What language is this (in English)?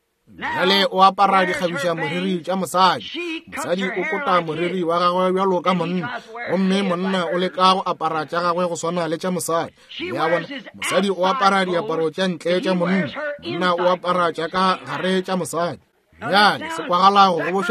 Northern Sotho